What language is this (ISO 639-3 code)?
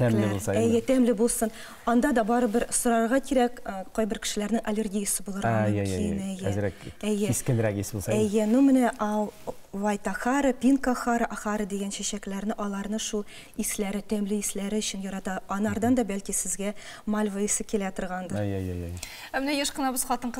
tat